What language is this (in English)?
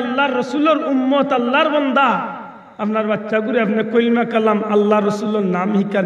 Sylheti